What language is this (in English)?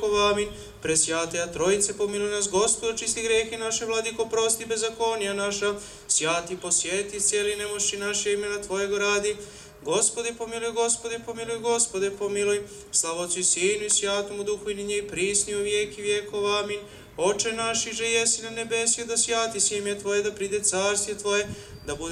Serbian